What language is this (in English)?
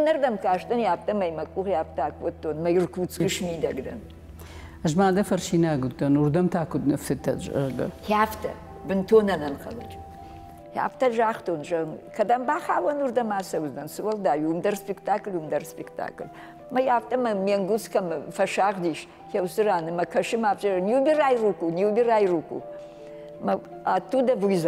Ossetic